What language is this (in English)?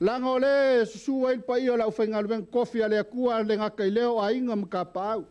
Samoan